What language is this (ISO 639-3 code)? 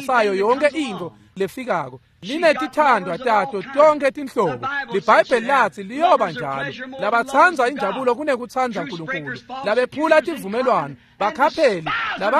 ssw